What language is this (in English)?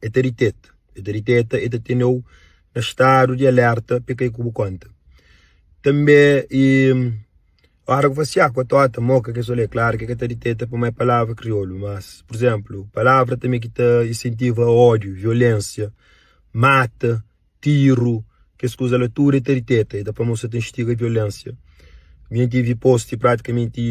Kabuverdianu